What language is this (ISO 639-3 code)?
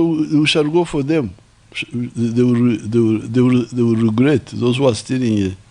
nyn